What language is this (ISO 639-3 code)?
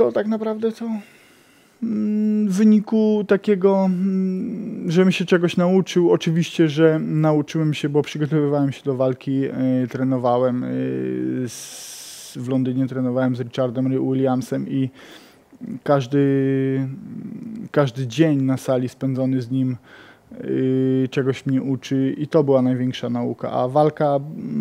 pol